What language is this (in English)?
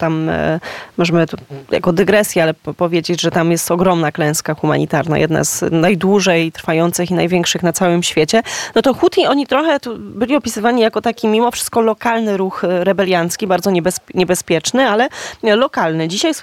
Polish